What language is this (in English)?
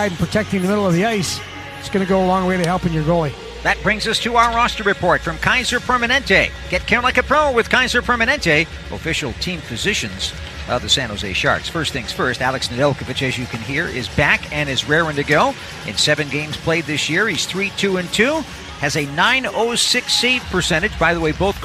English